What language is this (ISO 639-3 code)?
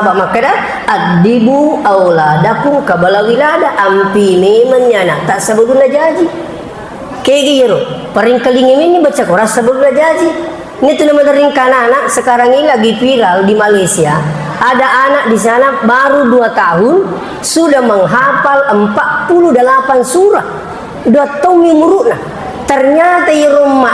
bug